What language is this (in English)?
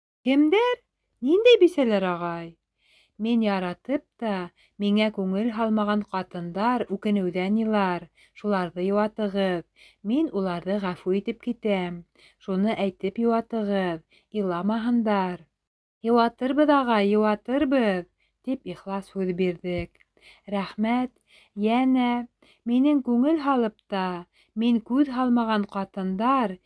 Bashkir